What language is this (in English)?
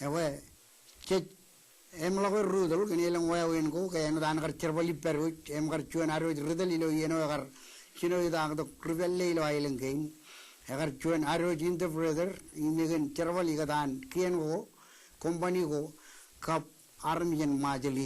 Marshallese